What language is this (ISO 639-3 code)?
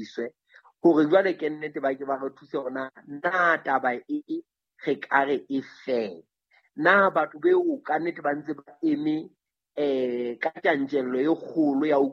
sot